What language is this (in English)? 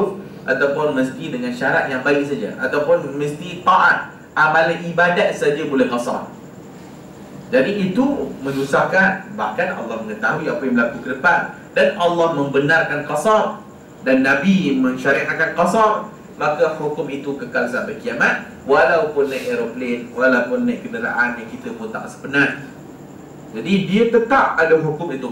Malay